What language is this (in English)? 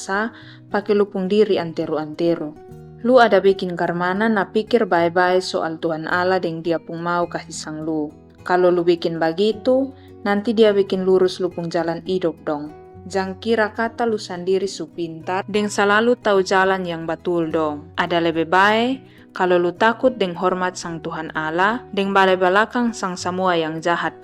Kupang Malay